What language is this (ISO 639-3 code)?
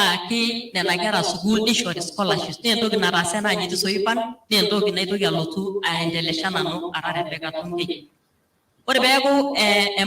mas